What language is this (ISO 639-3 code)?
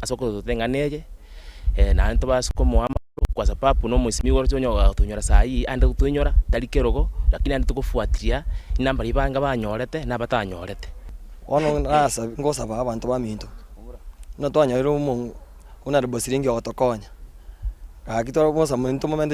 guz